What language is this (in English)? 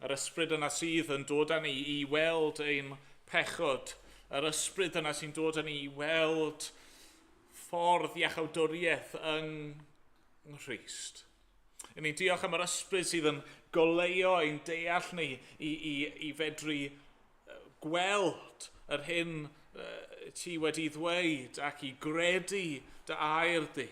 Welsh